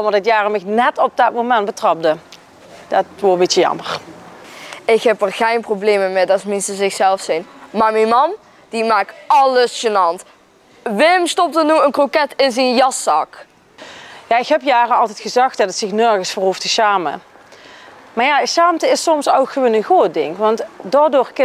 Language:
Limburgish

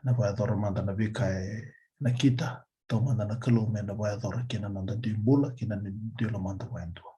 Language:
Fijian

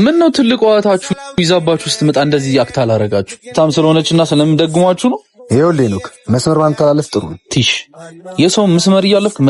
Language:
Amharic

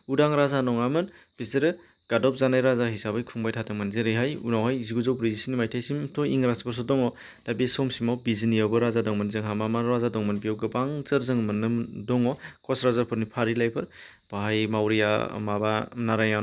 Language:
Bodo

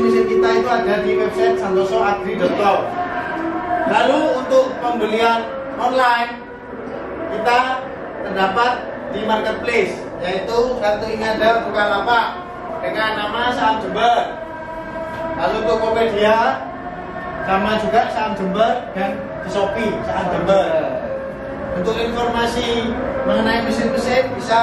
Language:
Indonesian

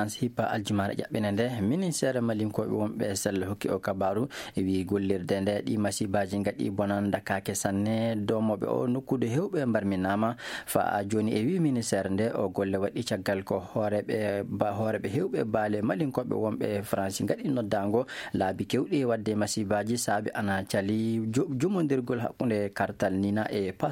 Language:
Fula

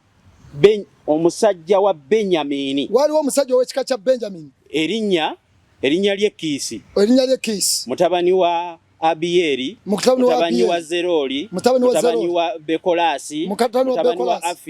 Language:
Ganda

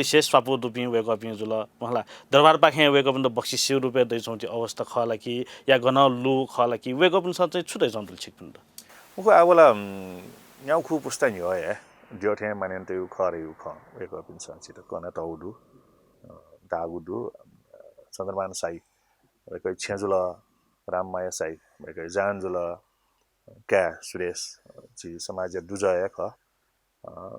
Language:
Newari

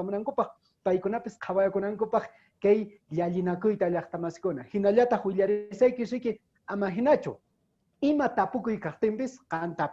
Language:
Quechua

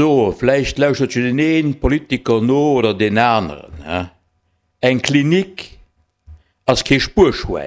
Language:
Luxembourgish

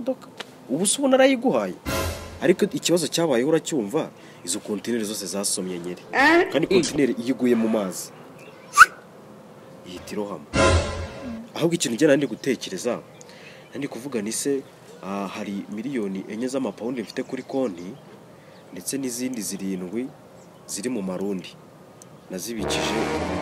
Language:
Kinyarwanda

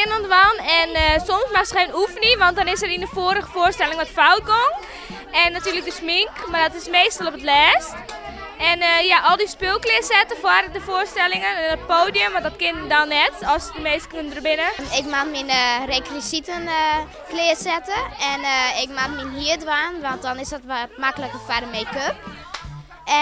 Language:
Western Frisian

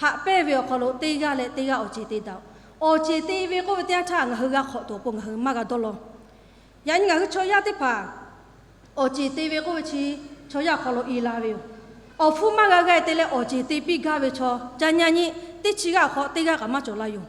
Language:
Lahu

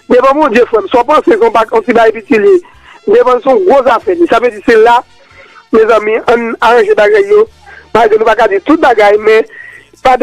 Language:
Haitian Creole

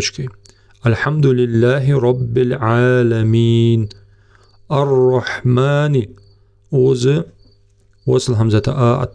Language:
Ingush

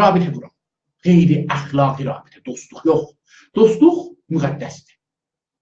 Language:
South Azerbaijani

